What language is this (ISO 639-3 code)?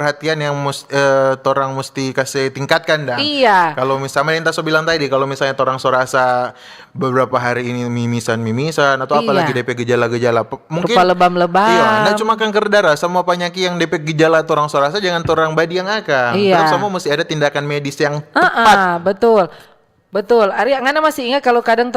xmm